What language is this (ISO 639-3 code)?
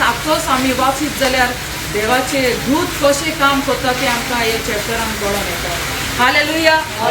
kok